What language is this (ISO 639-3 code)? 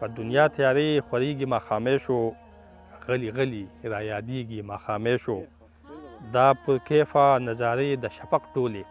pus